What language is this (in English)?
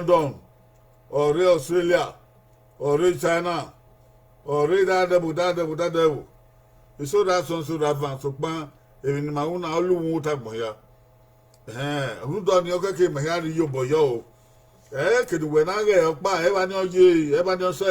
Bini